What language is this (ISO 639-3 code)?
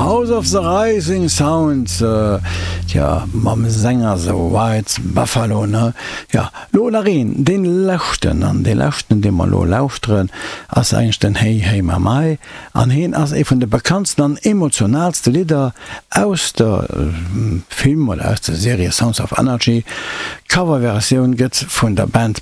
ltz